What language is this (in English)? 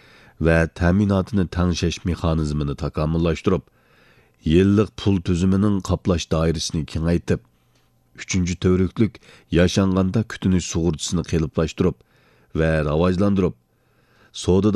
Uyghur